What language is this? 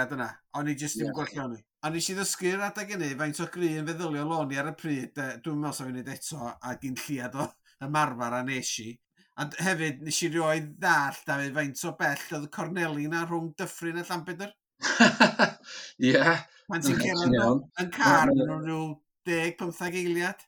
Welsh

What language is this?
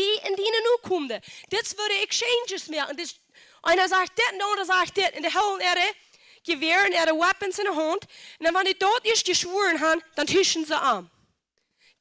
Plautdietsch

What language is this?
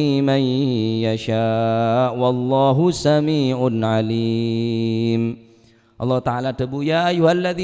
Madurese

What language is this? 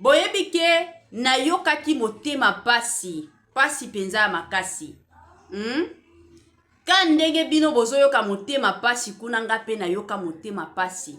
Lingala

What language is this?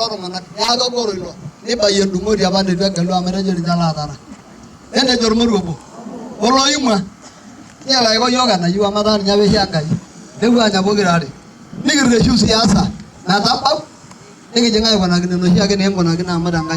Masai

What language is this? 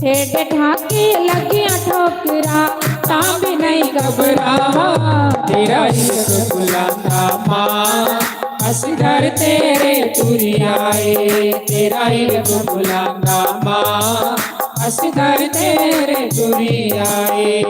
Dogri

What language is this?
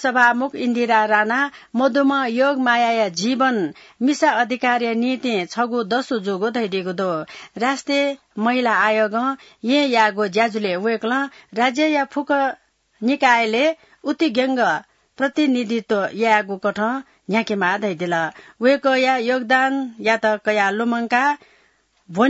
Newari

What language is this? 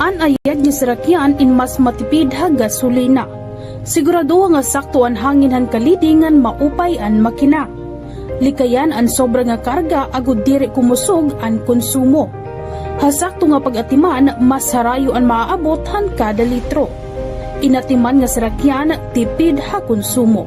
Waray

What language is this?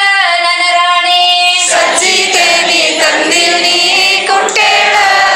Kannada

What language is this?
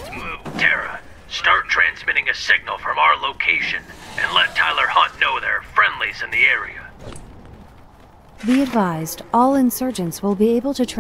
English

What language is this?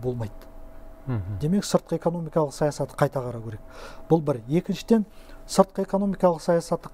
Kazakh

